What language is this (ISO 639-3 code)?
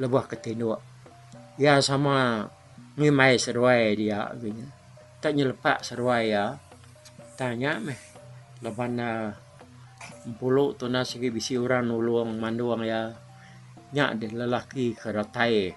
iba